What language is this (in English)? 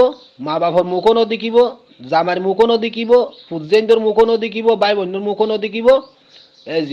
Rohingya